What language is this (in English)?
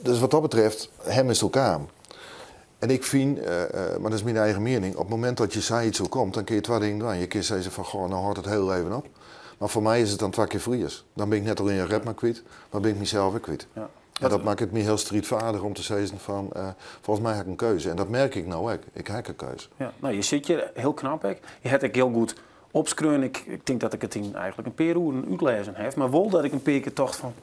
Western Frisian